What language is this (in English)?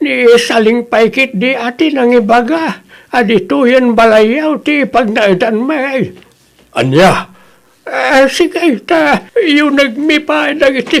Iloko